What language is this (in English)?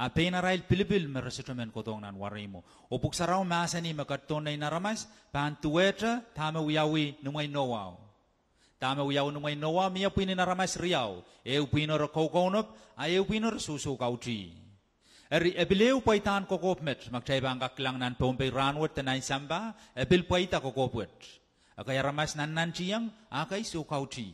Pohnpeian